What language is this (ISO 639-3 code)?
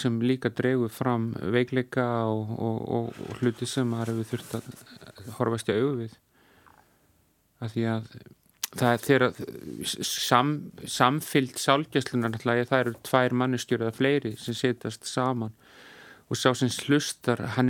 isl